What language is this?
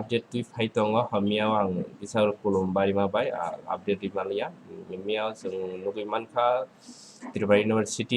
Kok Borok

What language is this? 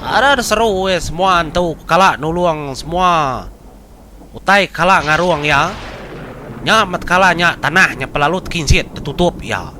Iban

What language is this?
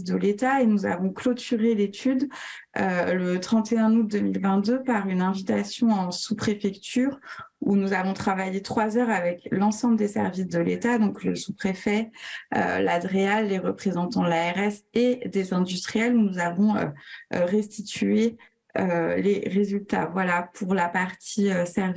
French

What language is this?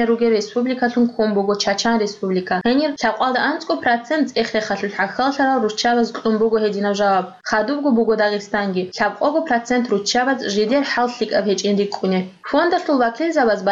Avaric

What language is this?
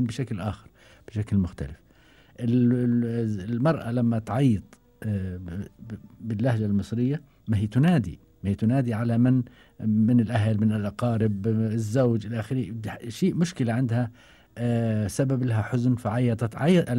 Gulf Arabic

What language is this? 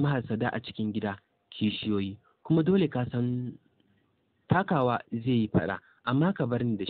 Hausa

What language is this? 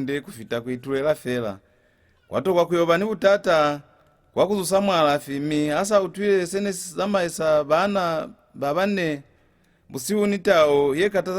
Lozi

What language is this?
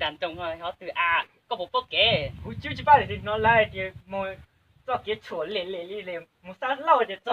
Hmong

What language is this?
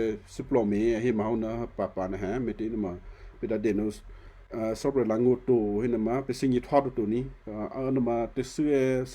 Western Kayah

